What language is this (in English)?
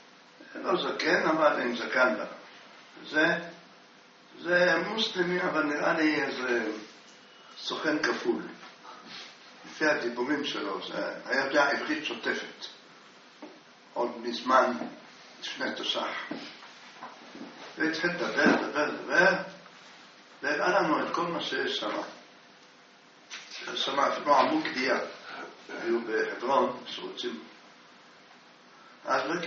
Hebrew